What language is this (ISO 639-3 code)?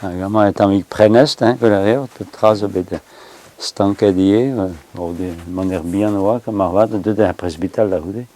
bre